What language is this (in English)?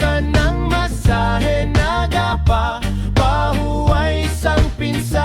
Hiligaynon